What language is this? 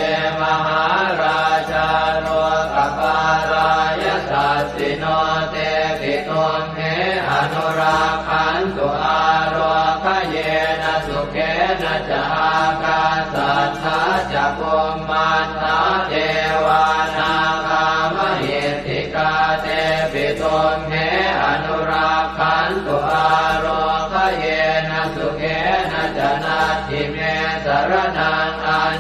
Pali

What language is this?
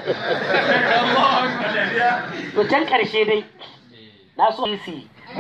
Hausa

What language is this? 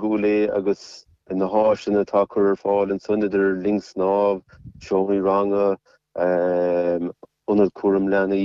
Irish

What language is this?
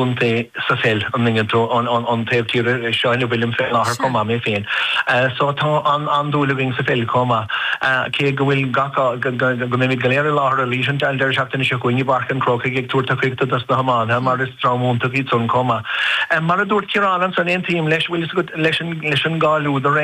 Irish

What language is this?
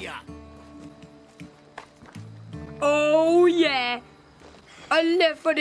Dutch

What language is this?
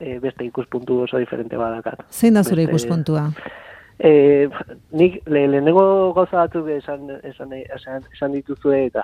Basque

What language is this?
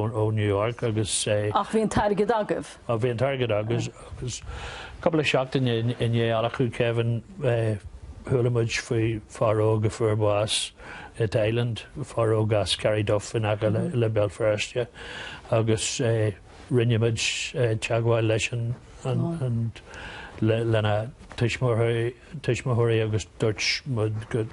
Irish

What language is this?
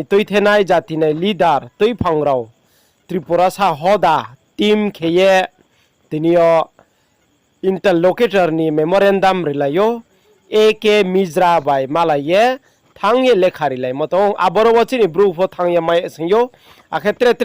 Riang (India)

